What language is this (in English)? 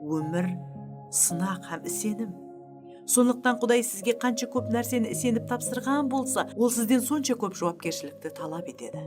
Kara-Kalpak